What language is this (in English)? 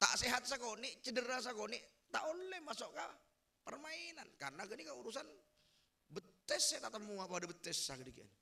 Madurese